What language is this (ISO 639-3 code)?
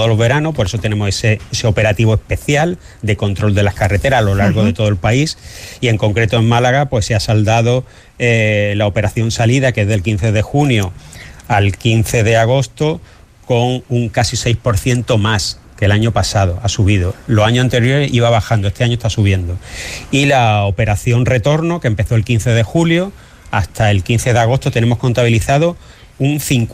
spa